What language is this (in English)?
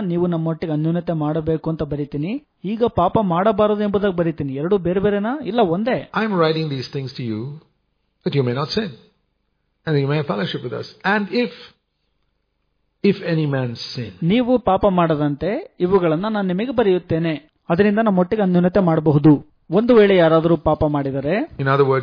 Kannada